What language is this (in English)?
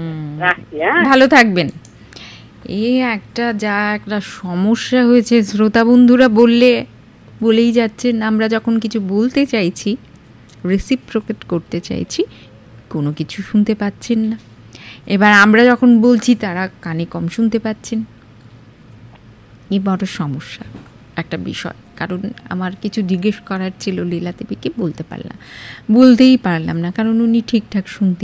Bangla